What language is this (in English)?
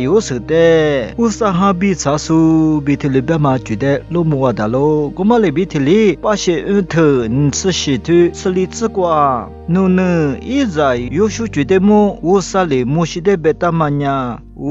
Lisu